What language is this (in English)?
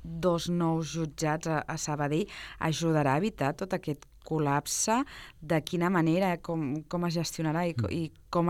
Catalan